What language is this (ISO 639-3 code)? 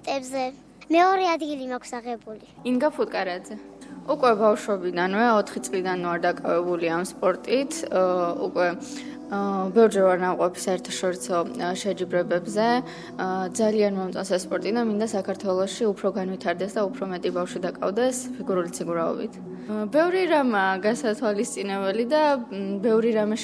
kat